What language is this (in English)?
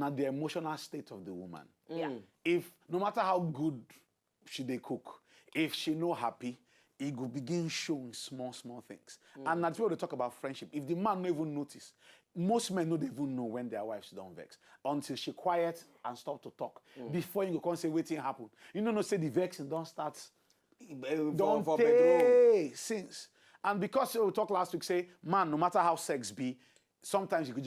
Nigerian Pidgin